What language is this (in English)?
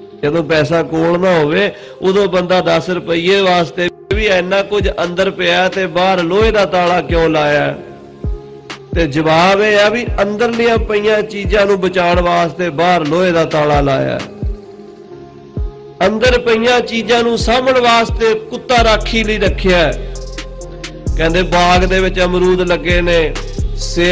Punjabi